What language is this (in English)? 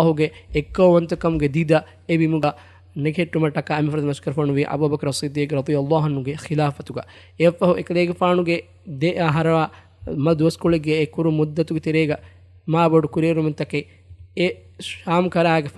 Divehi